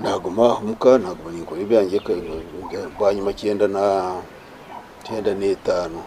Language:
Nyankole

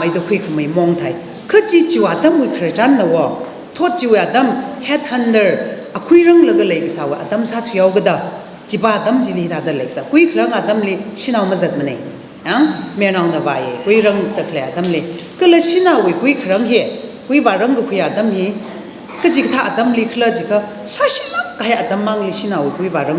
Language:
Tangkhul Naga (India)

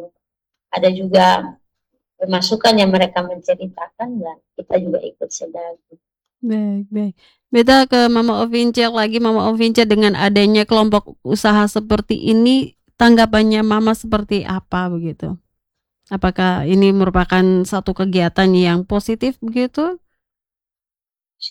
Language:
Indonesian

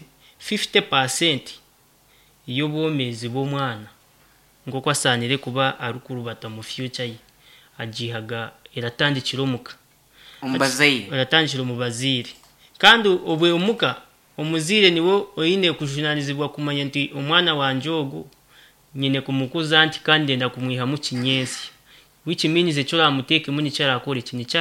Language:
Nyankole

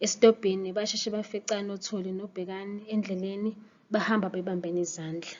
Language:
Zulu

